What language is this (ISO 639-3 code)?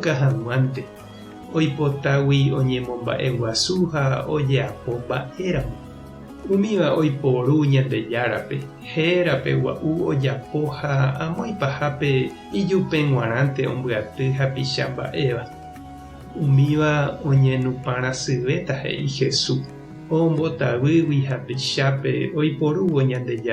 grn